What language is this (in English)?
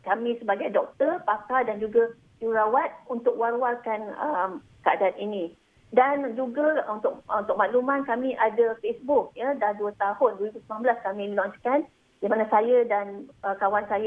Malay